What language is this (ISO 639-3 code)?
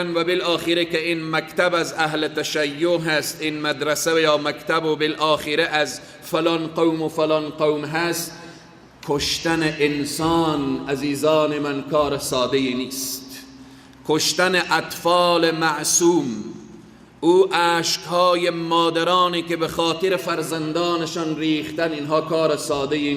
fas